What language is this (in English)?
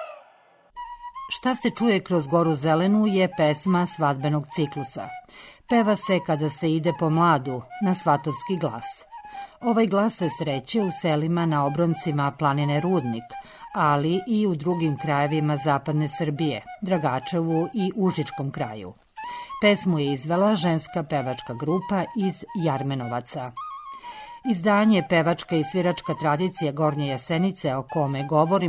Serbian